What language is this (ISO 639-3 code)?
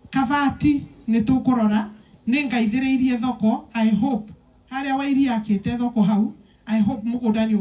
kik